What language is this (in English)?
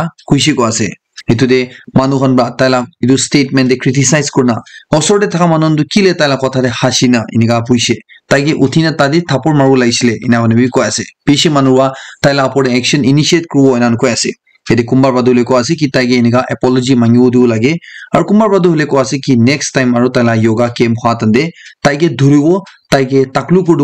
Naga Pidgin